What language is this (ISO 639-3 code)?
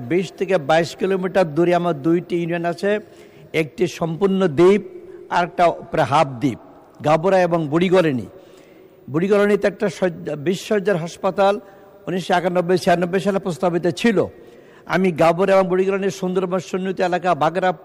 ben